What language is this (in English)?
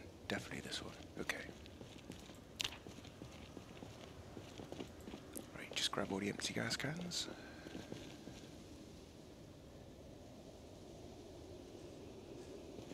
English